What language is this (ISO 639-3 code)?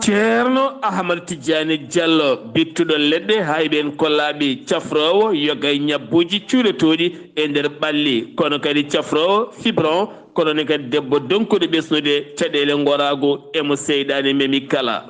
ful